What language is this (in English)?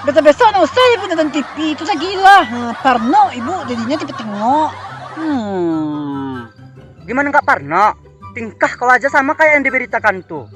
Minangkabau